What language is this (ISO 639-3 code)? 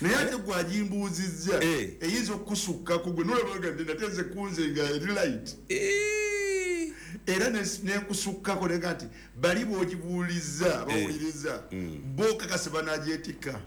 lug